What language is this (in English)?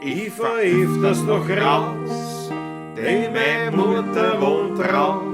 Bavarian